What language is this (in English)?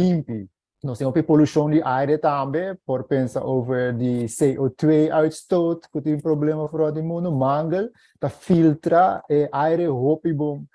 Papiamento